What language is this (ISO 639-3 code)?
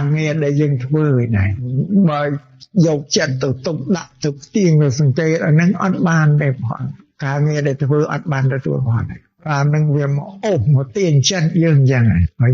khm